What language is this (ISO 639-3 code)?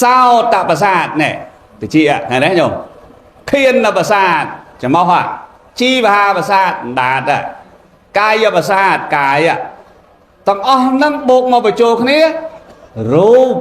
khm